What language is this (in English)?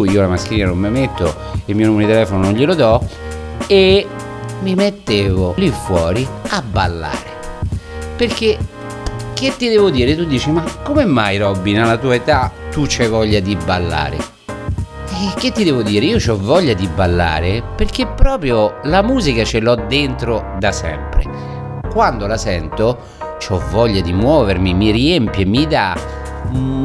Italian